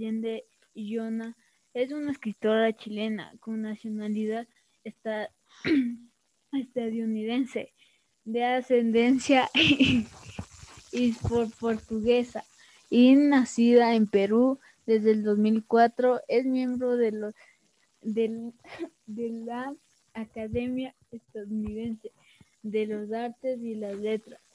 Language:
Spanish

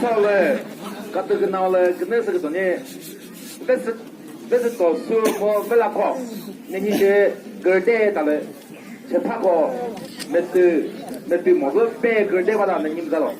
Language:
Chokri Naga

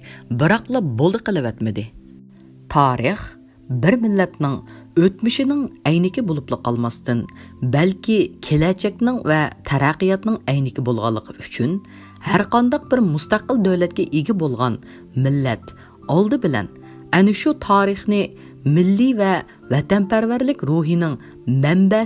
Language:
Uyghur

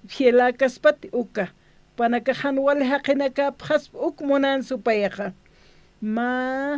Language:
Aymara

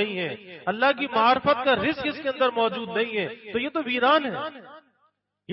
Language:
Urdu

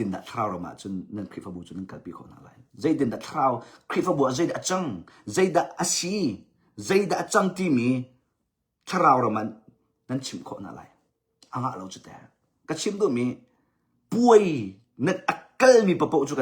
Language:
Hakha Chin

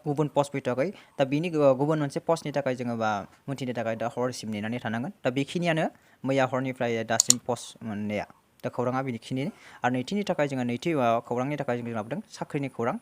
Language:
Bodo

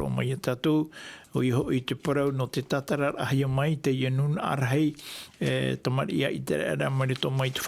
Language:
Tahitian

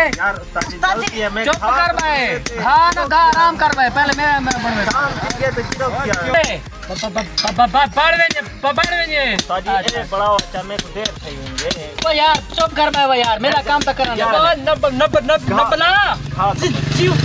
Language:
Saraiki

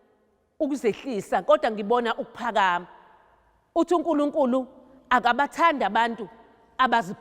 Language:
Zulu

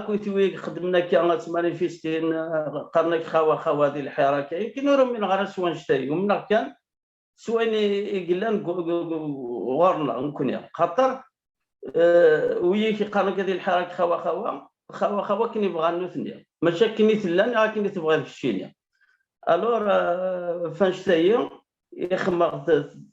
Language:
Kabyle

